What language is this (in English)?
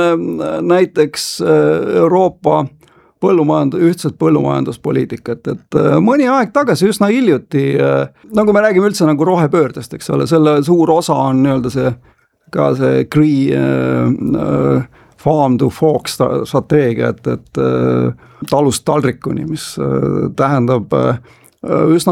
Estonian